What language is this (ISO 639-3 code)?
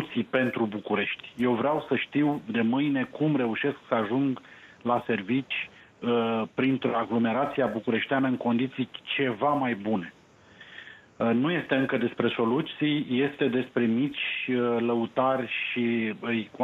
ron